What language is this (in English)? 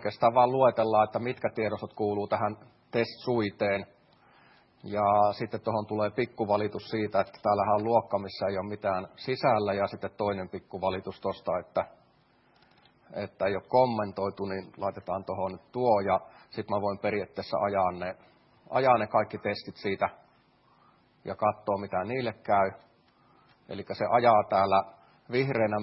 Finnish